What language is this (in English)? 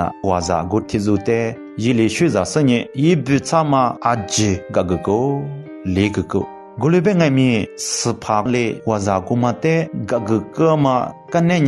Lisu